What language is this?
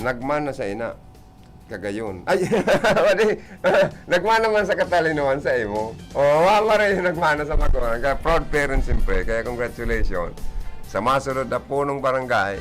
Bikol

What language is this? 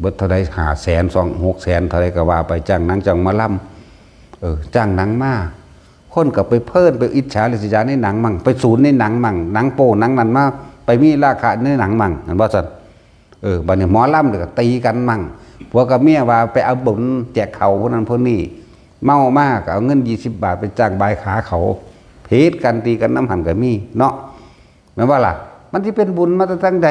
Northeastern Thai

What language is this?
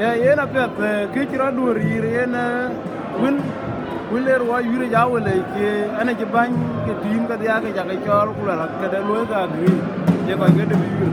Dinka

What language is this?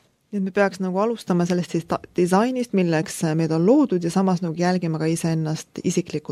Estonian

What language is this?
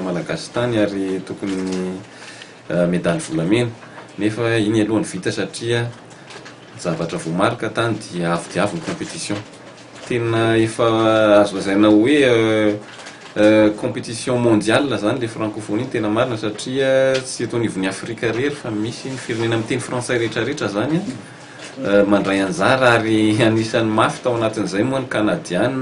Malagasy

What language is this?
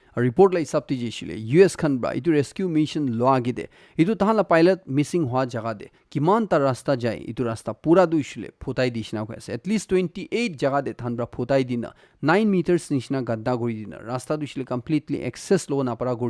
Naga Pidgin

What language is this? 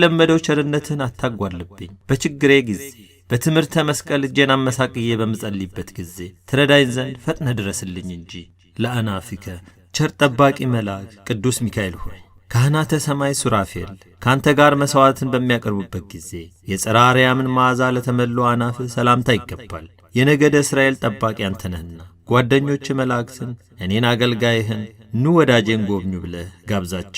Amharic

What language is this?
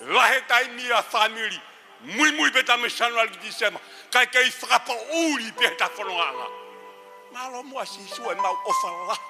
Tongan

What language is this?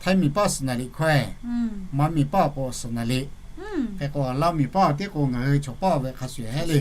Lahu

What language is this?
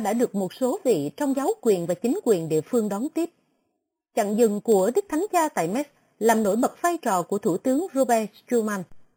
Vietnamese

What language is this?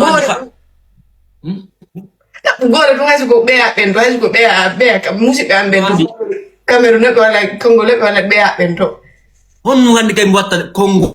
Fula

